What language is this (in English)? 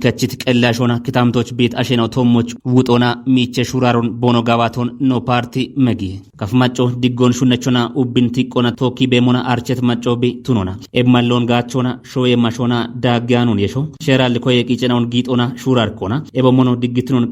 Kafa